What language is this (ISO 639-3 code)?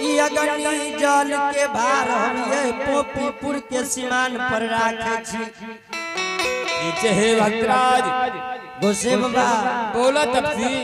anp